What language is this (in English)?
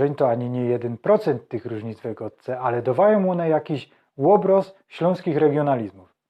Silesian